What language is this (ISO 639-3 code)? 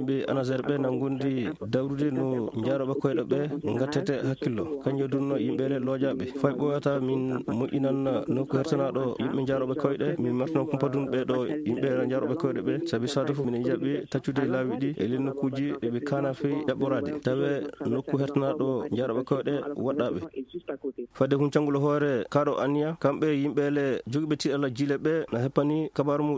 ful